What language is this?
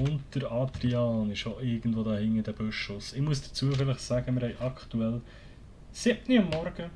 Swiss German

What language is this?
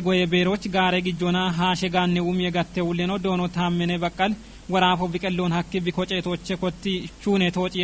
Kafa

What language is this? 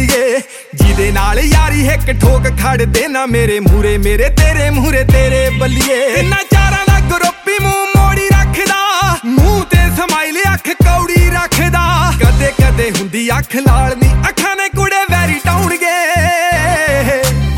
Punjabi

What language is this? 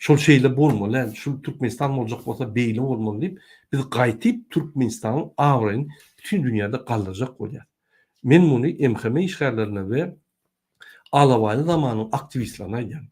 Turkmen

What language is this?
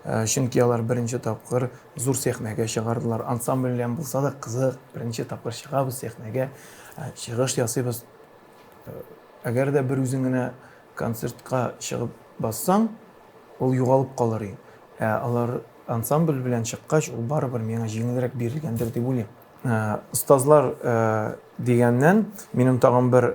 Tatar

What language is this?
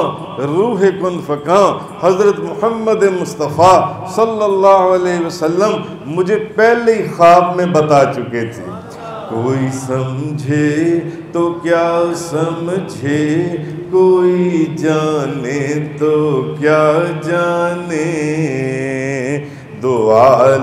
Urdu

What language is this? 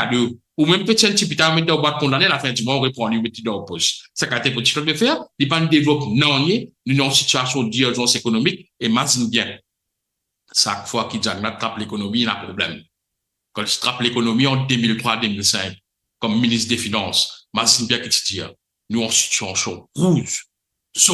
Morisyen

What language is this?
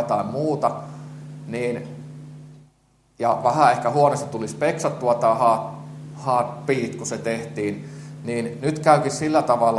Finnish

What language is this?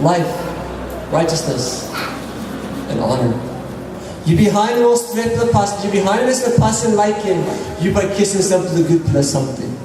Tok Pisin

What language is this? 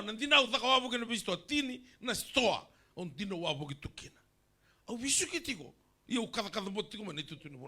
Fijian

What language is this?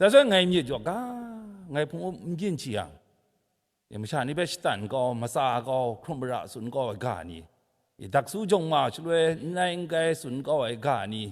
Kachin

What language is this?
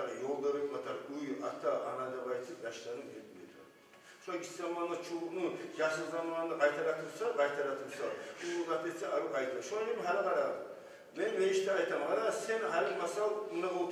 Kumyk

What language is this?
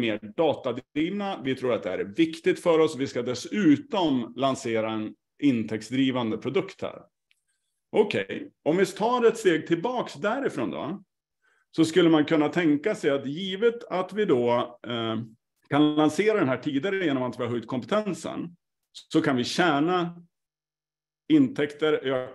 Swedish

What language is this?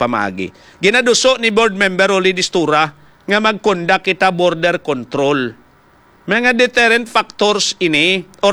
Hiligaynon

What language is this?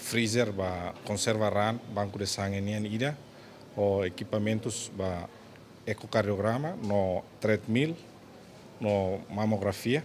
Tetum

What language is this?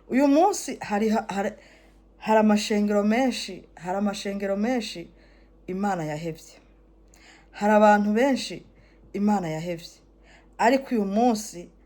Rundi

